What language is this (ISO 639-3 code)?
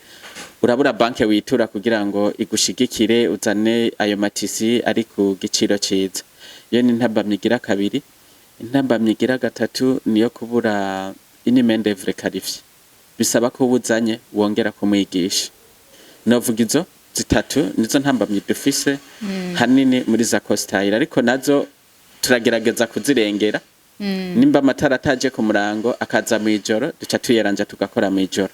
run